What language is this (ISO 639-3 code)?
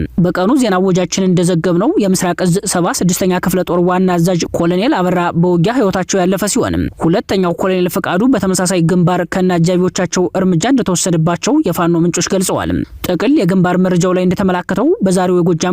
amh